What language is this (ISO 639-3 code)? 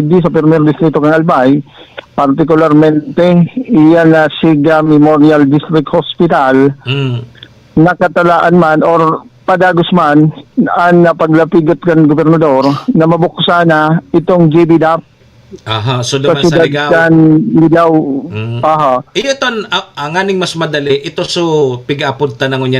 bik